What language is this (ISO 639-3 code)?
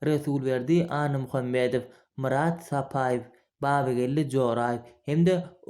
tuk